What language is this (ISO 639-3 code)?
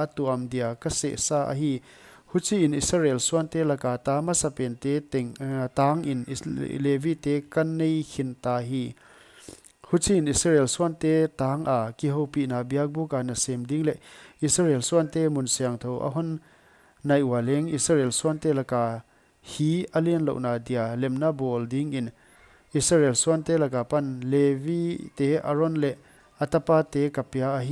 pck